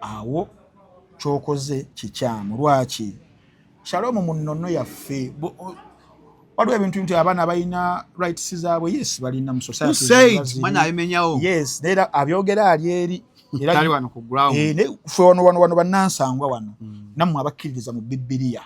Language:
Ganda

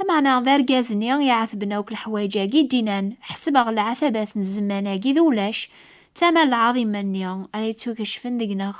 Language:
Kabyle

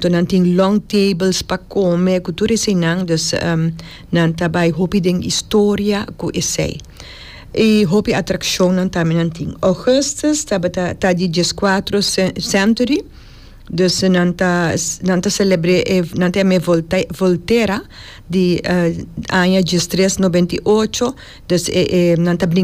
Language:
Papiamento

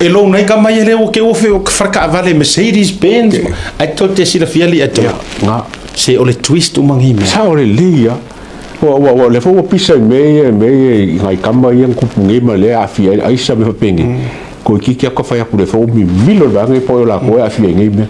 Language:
Samoan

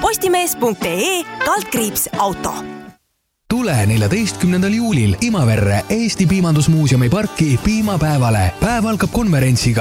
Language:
Estonian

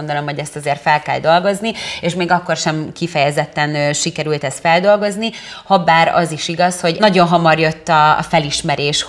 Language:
Hungarian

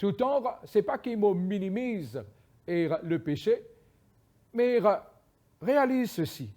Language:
Morisyen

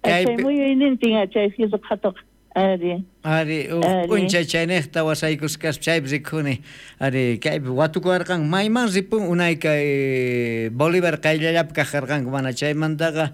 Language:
South Bolivian Quechua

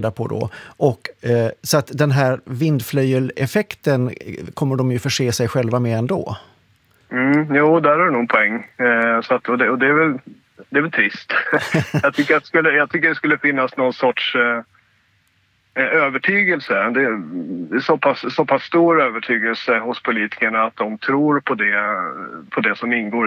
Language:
Swedish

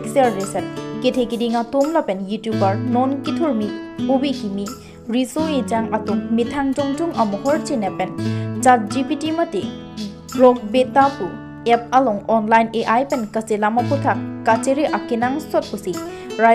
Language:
Karbi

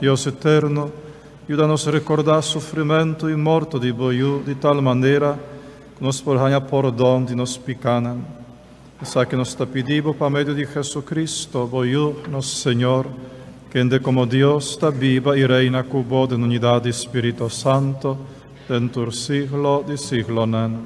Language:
Papiamento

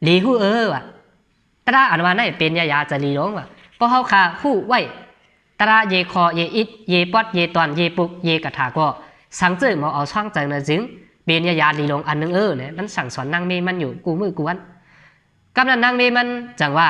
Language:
Shan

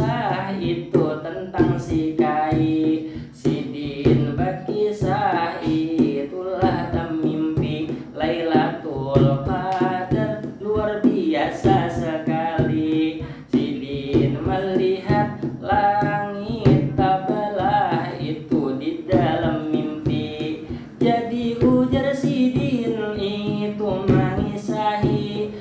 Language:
Banjar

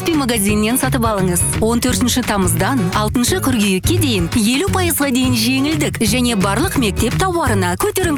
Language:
Kazakh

